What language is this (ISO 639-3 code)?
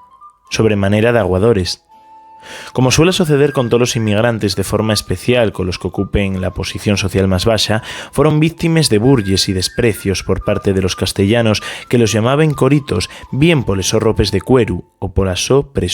ast